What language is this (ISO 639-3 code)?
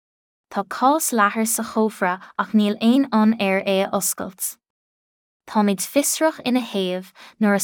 gle